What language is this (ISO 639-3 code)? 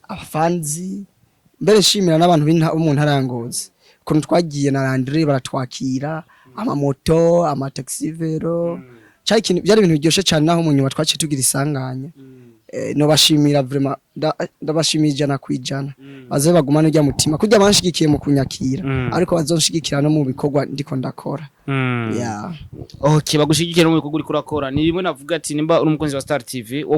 run